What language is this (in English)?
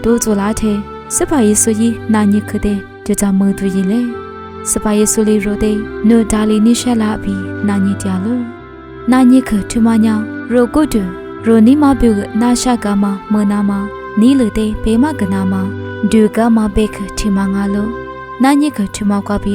Lisu